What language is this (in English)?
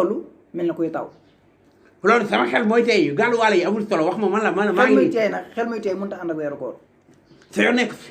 Wolof